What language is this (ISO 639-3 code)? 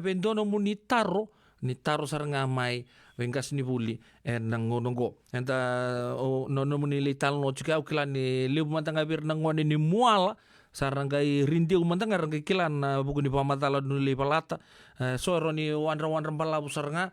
fij